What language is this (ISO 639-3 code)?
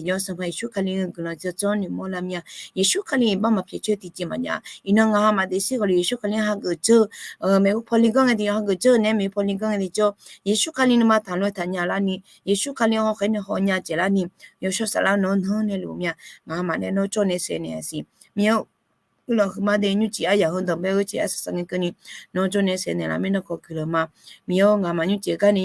ahk